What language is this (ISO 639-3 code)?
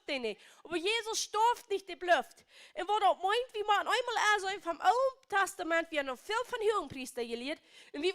pdt